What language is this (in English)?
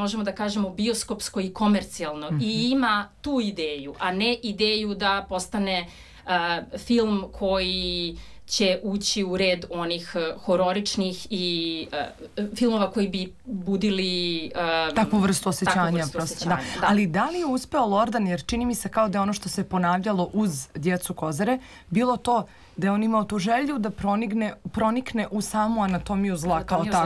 Serbian